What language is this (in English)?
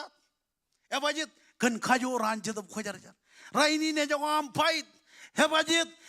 Marshallese